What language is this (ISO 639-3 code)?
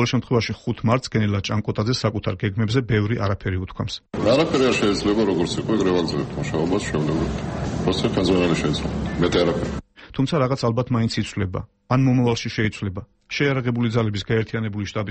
kat